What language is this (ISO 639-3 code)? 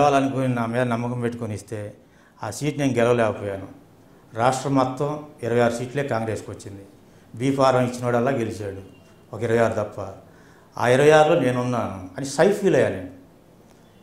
tel